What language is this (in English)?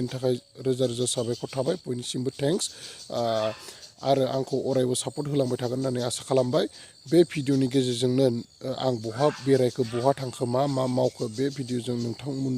Bodo